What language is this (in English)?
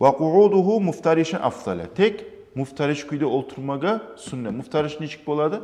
Kumyk